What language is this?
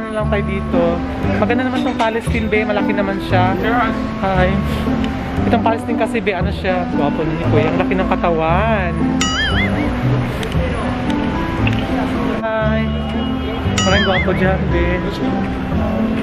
Filipino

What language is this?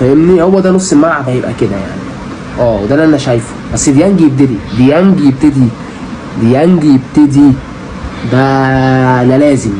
Egyptian Arabic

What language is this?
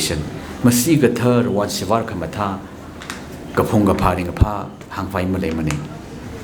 Tangkhul Naga (India)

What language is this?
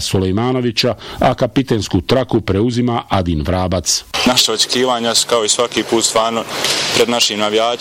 Bosnian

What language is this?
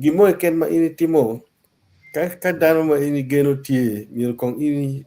Acoli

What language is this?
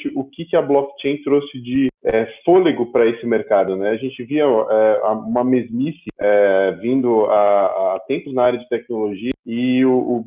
Portuguese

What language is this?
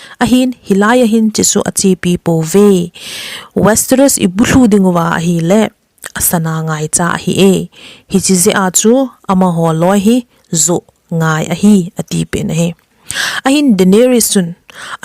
Thado Chin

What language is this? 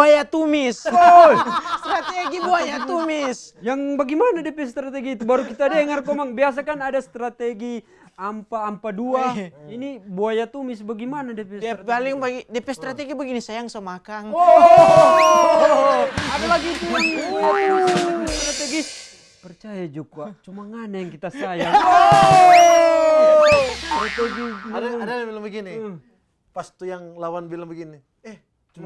Manado Malay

